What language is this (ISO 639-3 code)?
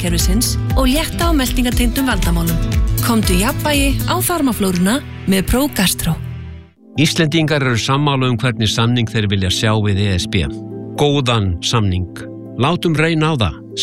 isl